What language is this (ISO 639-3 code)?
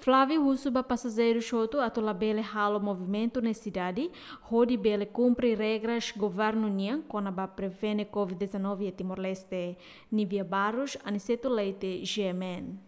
tet